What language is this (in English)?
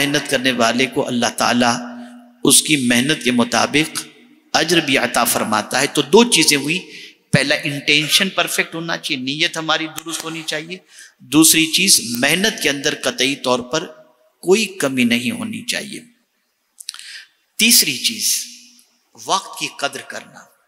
Urdu